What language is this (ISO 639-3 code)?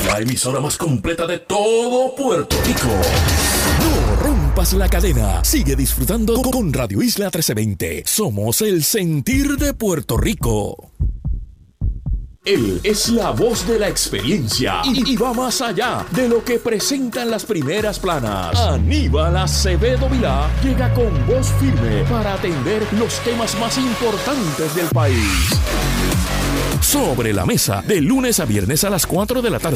spa